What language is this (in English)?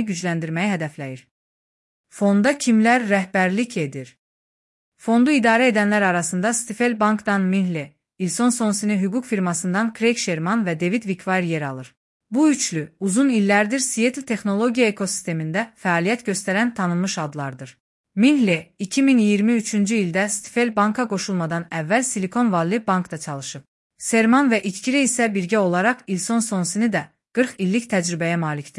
Azerbaijani